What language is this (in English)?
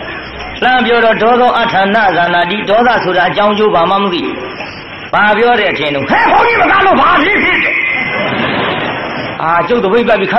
Burmese